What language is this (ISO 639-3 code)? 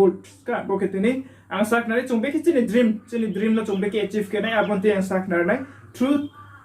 ria